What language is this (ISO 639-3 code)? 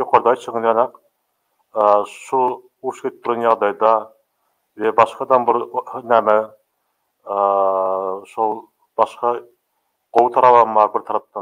tuk